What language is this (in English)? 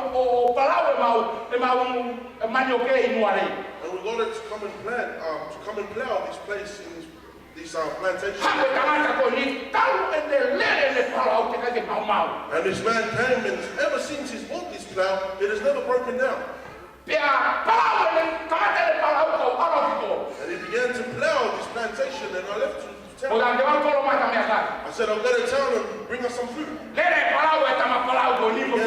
Tongan